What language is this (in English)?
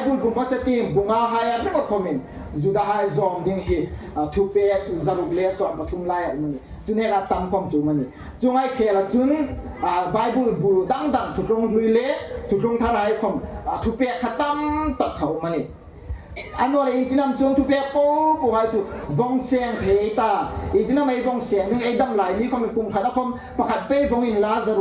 Hmar